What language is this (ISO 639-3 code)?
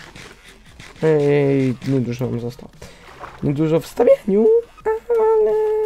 pol